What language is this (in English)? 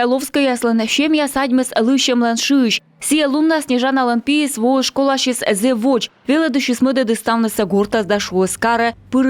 Komi